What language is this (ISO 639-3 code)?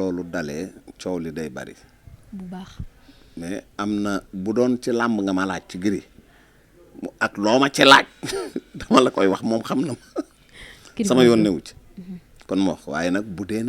wol